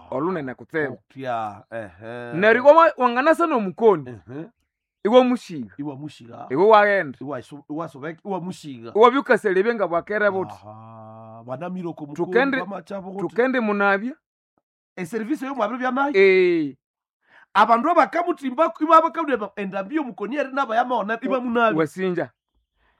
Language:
Nande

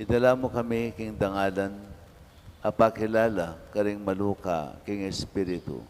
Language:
Pampanga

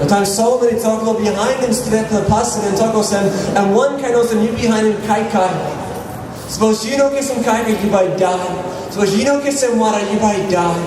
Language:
Tok Pisin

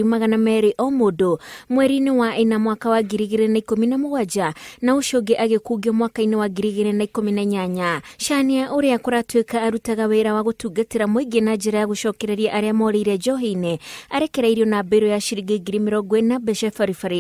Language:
Kikuyu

